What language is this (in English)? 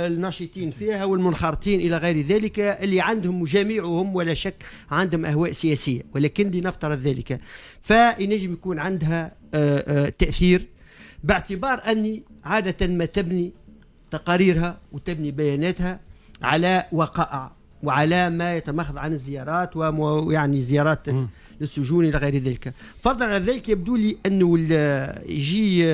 Tunisian Arabic